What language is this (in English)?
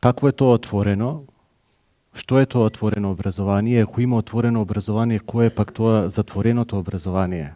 Macedonian